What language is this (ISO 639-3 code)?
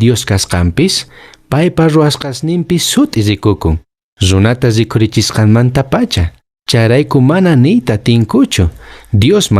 que